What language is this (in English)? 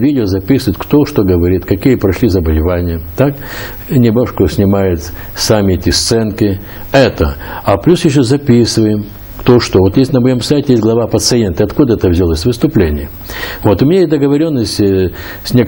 Russian